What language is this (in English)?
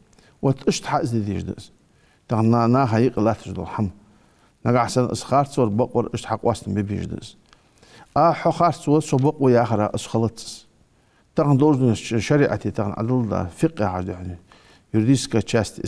Ingush